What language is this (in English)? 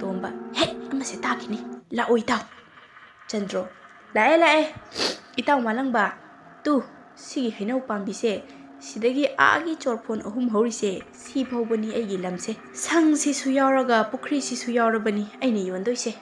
Manipuri